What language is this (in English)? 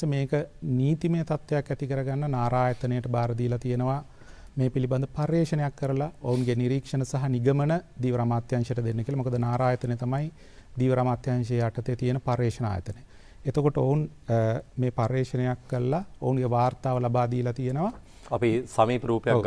Sinhala